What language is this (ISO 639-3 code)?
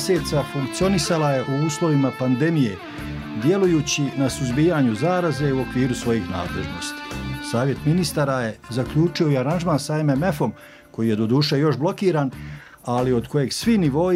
bos